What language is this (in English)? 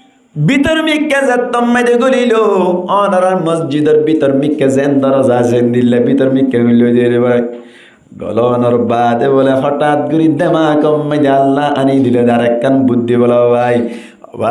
Rohingya